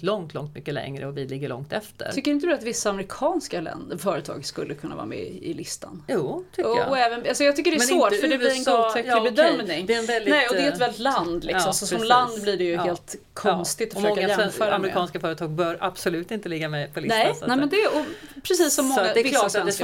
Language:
Swedish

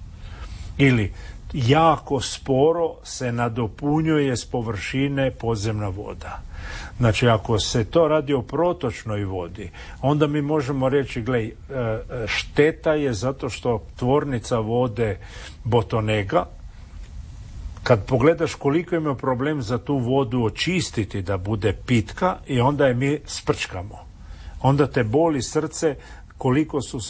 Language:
Croatian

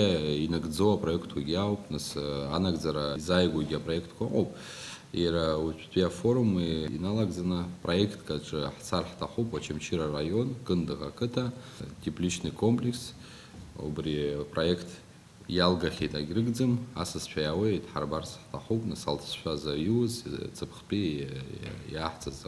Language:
Abkhazian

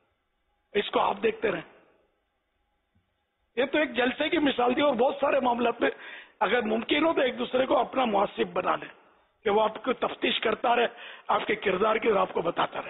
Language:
Urdu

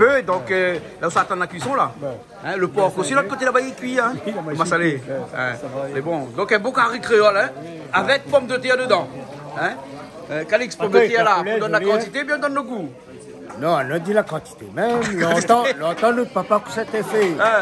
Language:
Réunion Creole French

